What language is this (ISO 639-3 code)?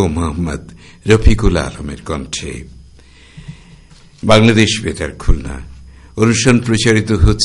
ben